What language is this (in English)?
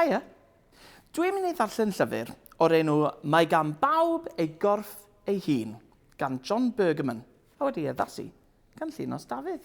Welsh